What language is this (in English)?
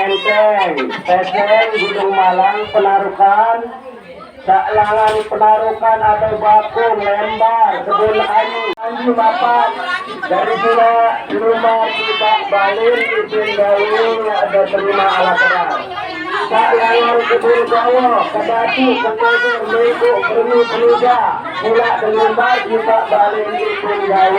Sasak